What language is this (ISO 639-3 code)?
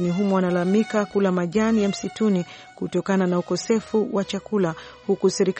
swa